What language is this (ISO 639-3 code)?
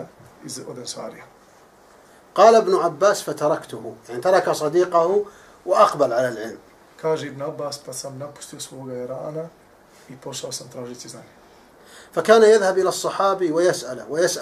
bos